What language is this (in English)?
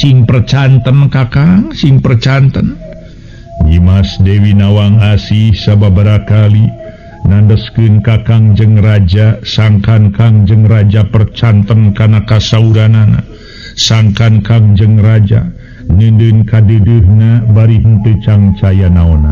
Sundanese